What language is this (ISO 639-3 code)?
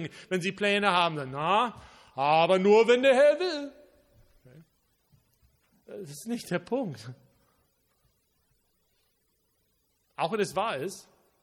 deu